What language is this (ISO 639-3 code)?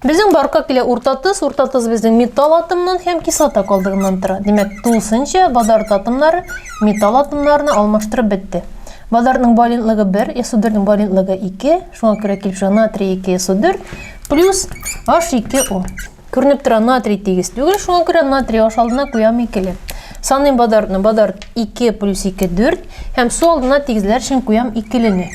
tat